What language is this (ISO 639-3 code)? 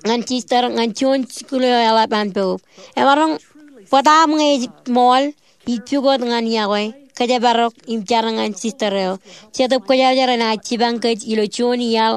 mah